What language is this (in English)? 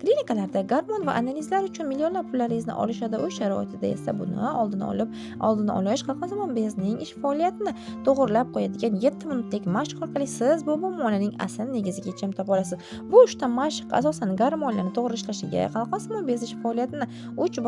Uzbek